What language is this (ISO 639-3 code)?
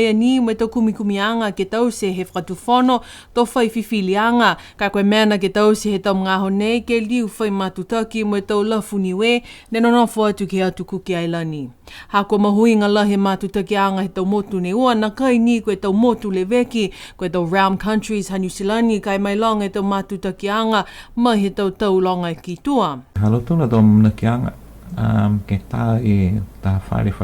niu